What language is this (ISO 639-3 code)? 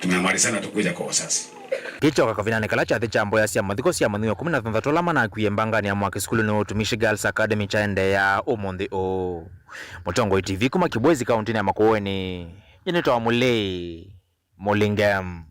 kam